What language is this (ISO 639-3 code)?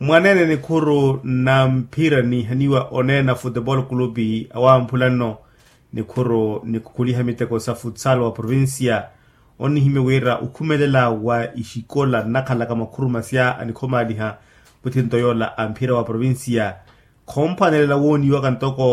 vmw